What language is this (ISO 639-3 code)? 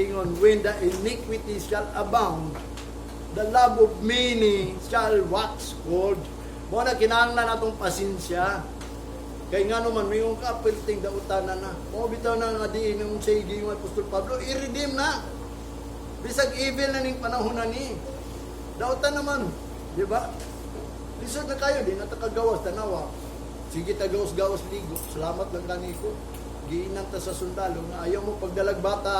ceb